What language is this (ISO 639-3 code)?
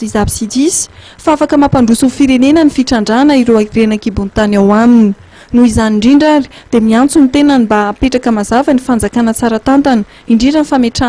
mlg